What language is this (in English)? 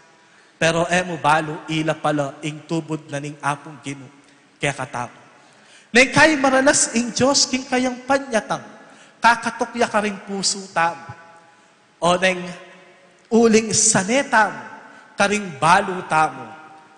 Pampanga